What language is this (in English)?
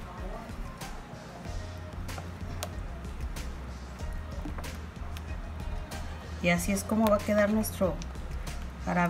Spanish